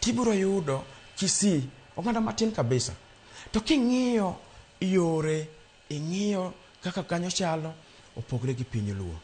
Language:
Luo (Kenya and Tanzania)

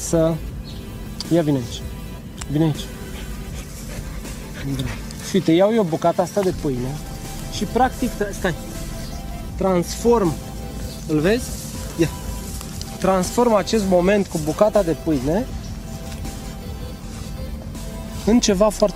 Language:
Romanian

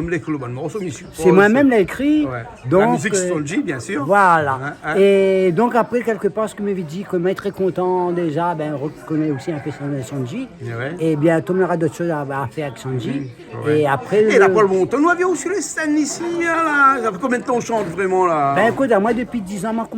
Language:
Réunion Creole French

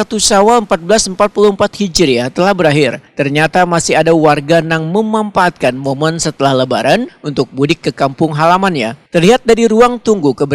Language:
Banjar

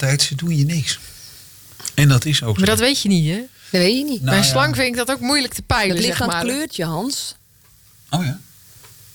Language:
Dutch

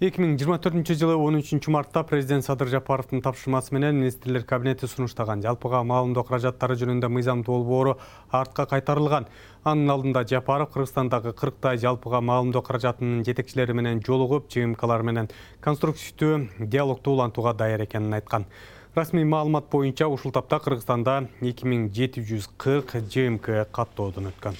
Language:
Kyrgyz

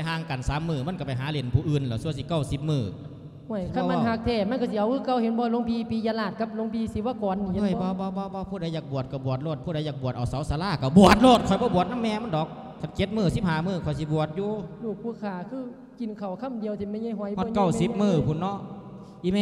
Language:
Lao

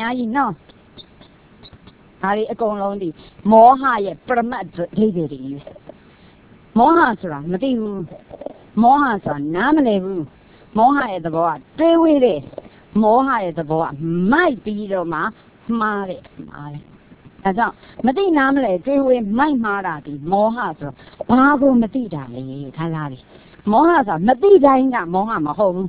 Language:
Burmese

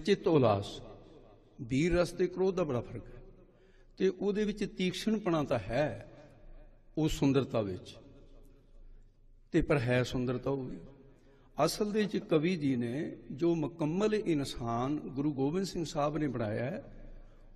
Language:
Punjabi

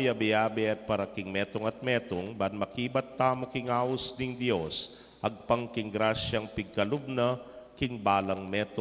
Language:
Pampanga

